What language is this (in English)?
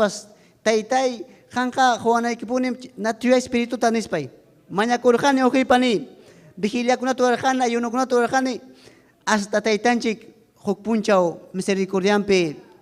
Ayacucho Quechua